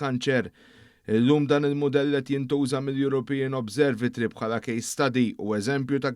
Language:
Maltese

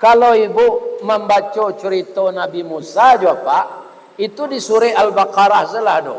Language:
Minangkabau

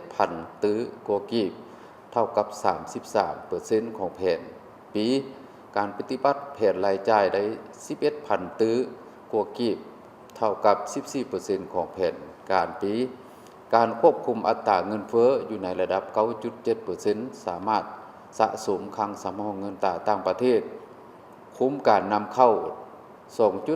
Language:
Lao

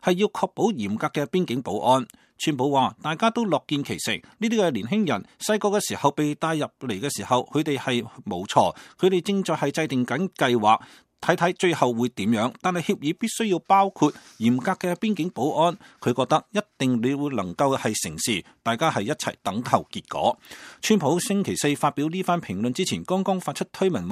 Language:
Cantonese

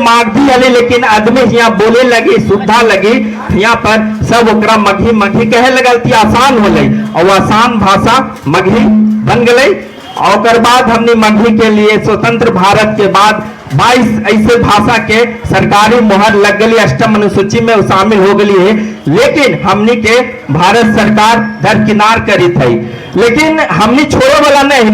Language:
Magahi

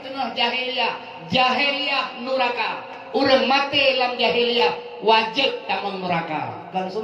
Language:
Achinese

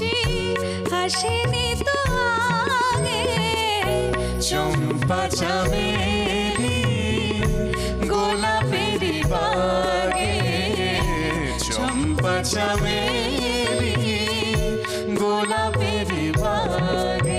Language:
Bangla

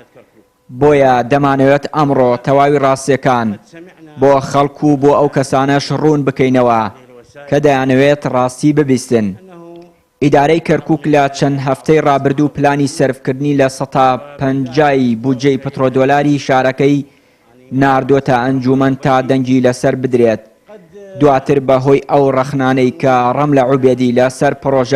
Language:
Central Kurdish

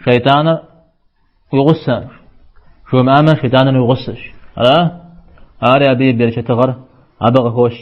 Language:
Kabardian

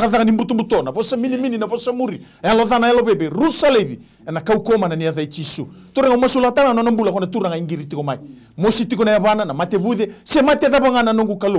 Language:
Fijian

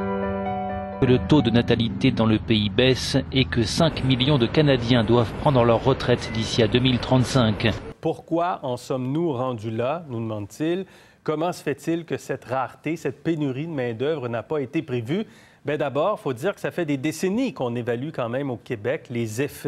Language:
French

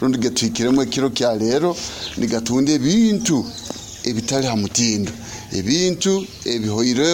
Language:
Nyoro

